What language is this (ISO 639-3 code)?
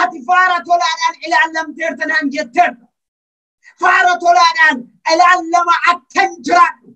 orm